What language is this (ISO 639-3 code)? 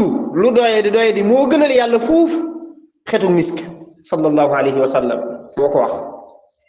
wol